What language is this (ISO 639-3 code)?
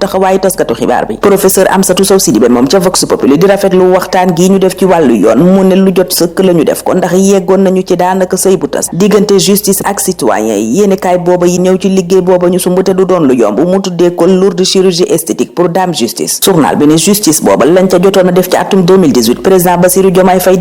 wol